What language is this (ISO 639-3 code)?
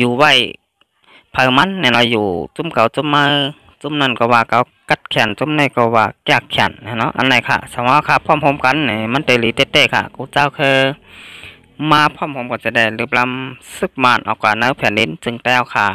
shn